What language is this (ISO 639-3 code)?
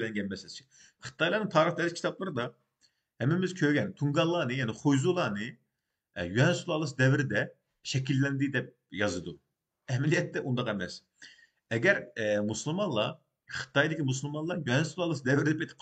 uig